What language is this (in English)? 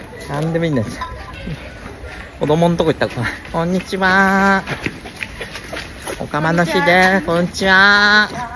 Japanese